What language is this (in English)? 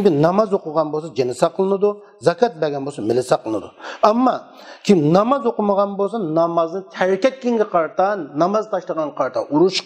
Uyghur